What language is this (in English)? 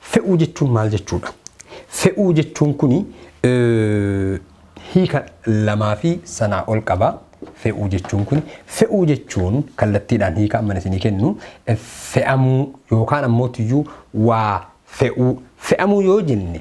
Oromo